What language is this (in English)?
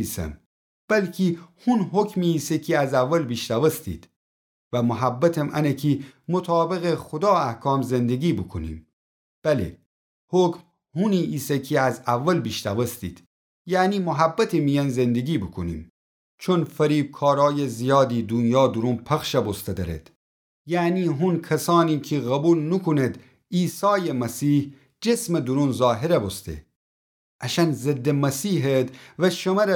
Gilaki